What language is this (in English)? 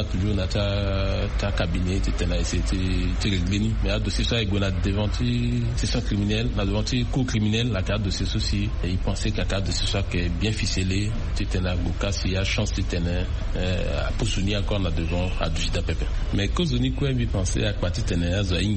Sango